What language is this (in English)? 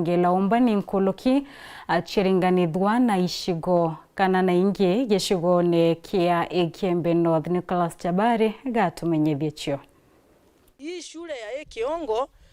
Meru